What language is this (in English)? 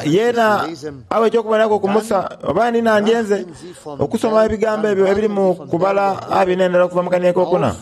Soga